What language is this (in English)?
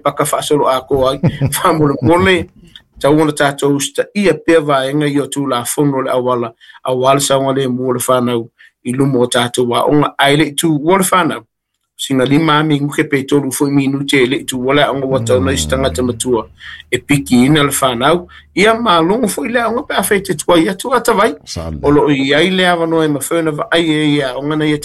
Samoan